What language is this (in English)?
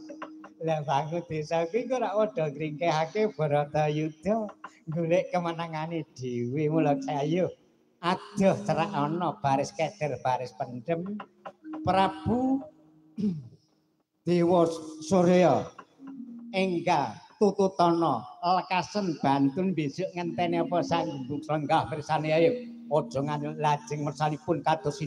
Javanese